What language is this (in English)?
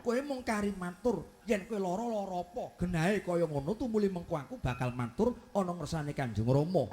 Javanese